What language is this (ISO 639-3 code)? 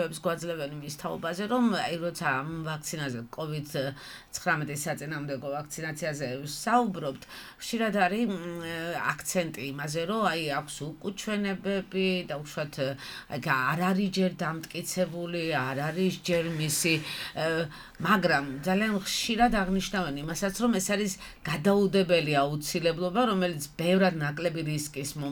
kat